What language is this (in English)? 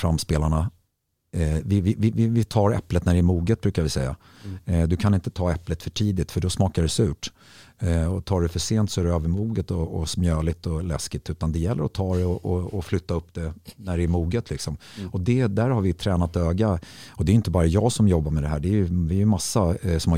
Swedish